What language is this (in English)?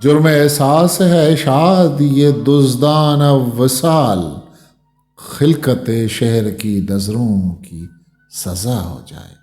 Eastern Balochi